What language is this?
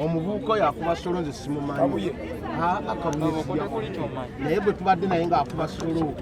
Ganda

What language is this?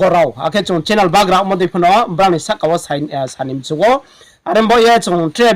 Riang (India)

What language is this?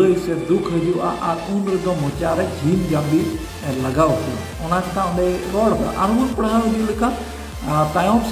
Santali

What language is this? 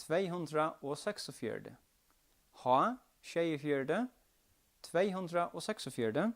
Faroese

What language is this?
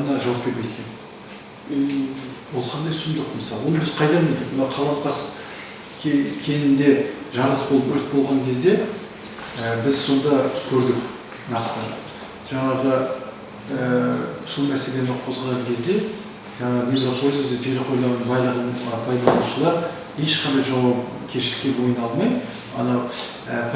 Kazakh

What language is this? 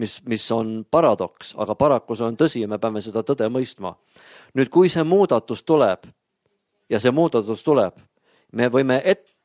Estonian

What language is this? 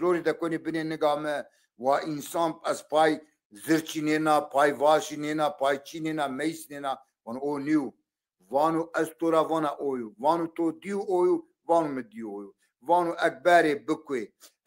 Zaza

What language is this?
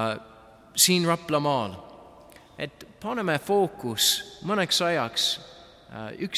Estonian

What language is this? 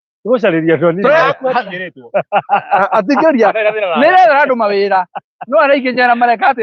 Kikuyu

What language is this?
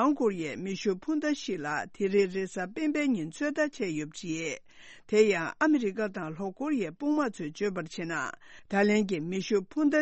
Tibetan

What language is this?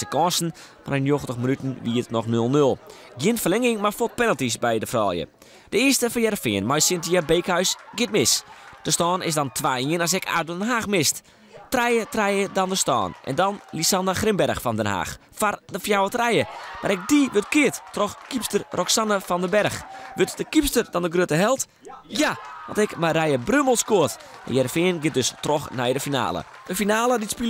Western Frisian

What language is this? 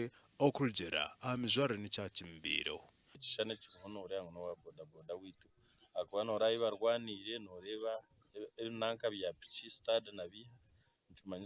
Nyankole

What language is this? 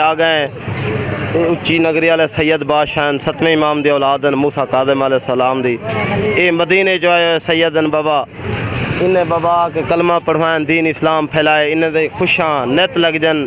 Saraiki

